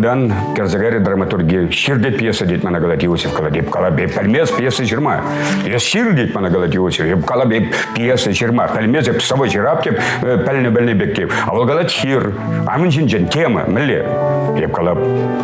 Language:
Chuvash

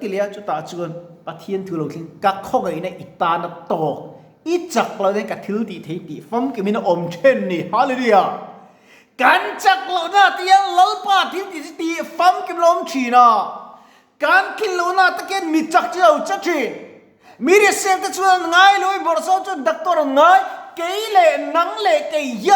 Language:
Mizo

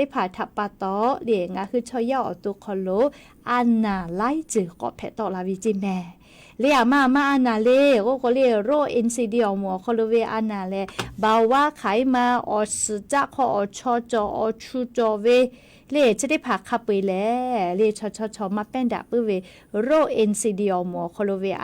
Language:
Lahu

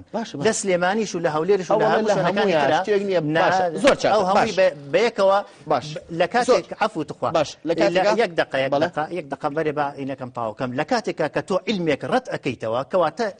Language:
Central Kurdish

